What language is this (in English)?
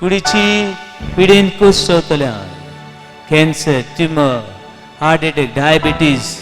Konkani